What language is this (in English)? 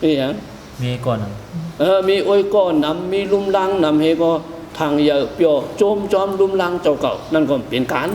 Shan